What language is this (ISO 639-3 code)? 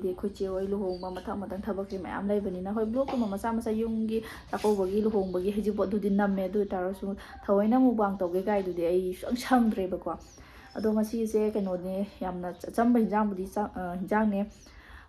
mni